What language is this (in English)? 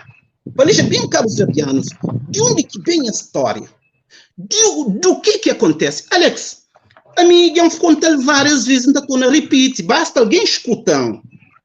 Kabuverdianu